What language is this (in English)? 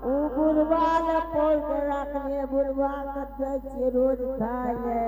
Angika